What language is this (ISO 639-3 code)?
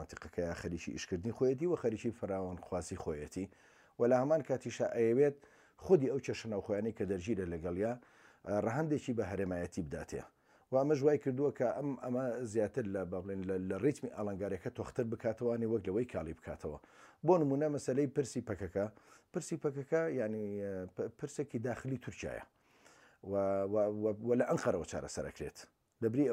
ckb